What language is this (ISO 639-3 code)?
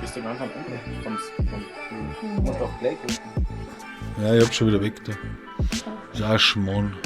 bar